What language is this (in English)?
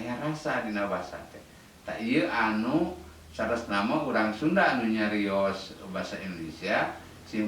Sundanese